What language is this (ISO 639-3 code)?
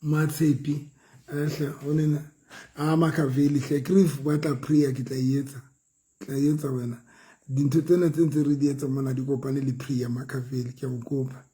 sot